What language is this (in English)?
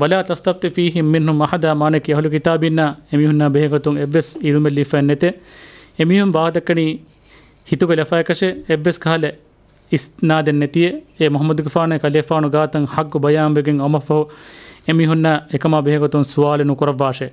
Divehi